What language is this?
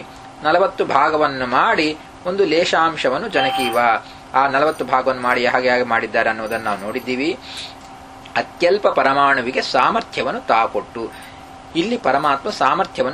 Kannada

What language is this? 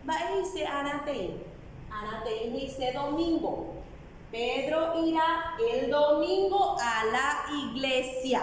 Guarani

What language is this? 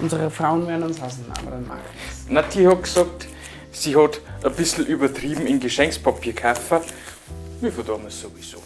Bavarian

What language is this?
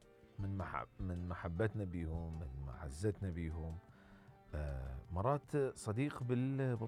Mesopotamian Arabic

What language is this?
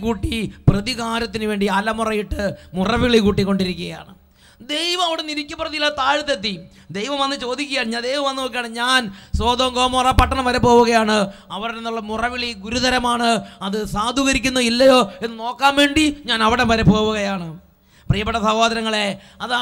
Malayalam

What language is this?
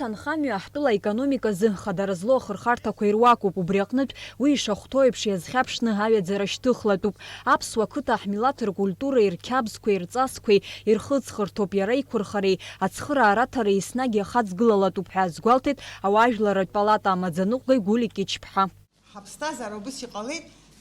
Abkhazian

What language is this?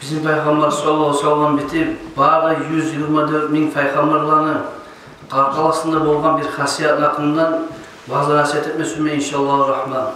Kumyk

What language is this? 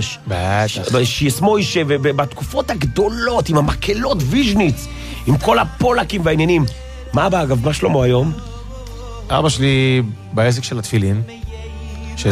Hebrew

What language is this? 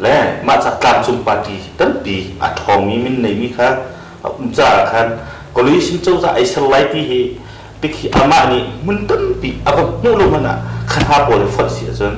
Hakha Chin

